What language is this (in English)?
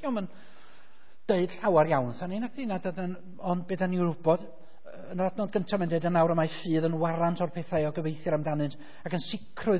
Welsh